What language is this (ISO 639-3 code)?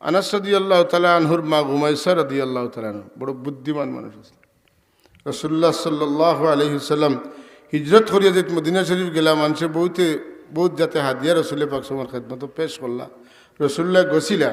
syl